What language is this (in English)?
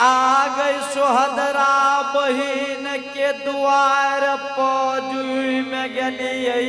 Angika